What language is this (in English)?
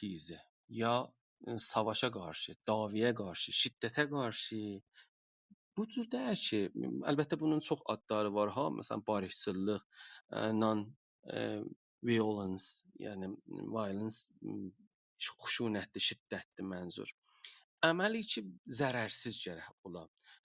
South Azerbaijani